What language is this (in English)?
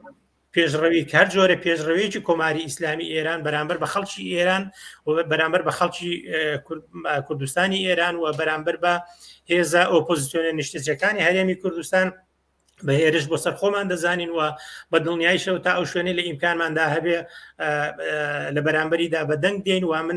Central Kurdish